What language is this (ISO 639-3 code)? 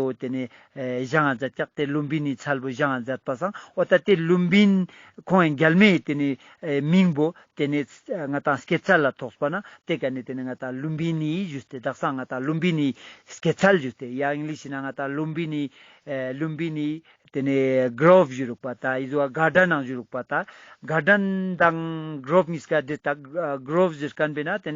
lbj